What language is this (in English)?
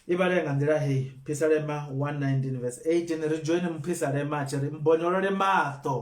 Venda